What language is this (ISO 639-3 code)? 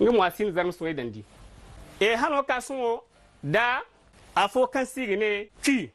dje